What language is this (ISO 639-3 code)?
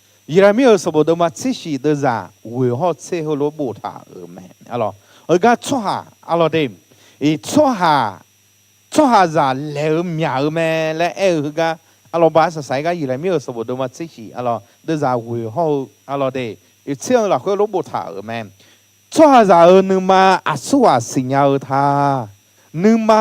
ahk